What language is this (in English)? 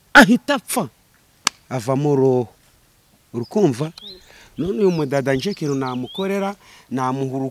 Kinyarwanda